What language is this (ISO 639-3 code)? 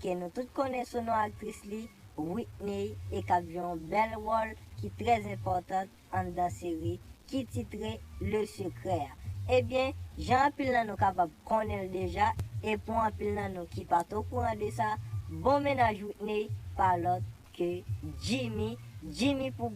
hat